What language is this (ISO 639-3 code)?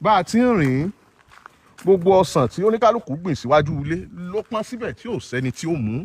yor